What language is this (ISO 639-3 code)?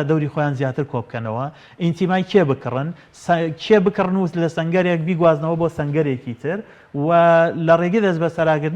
ckb